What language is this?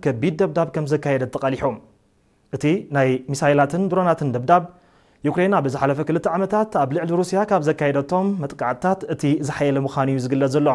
Tigrinya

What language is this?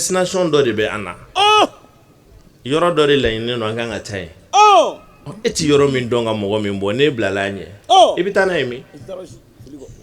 Bambara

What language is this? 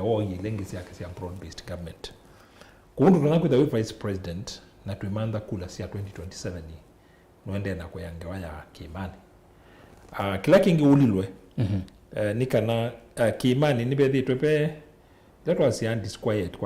Kamba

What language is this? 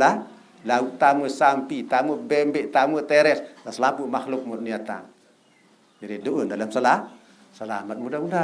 Sasak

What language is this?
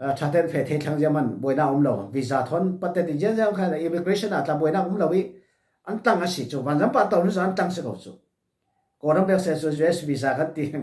Falam Chin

